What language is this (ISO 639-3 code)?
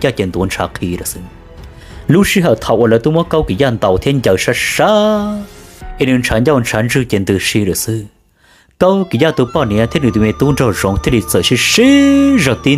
hmn